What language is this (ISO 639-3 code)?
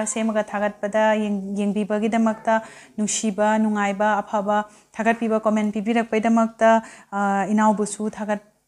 mni